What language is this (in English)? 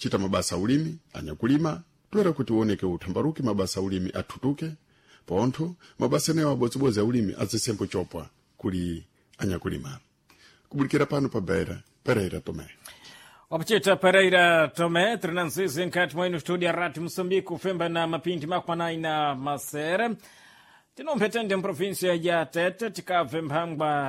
Sena